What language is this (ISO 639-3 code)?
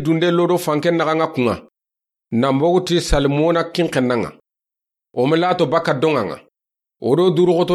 snk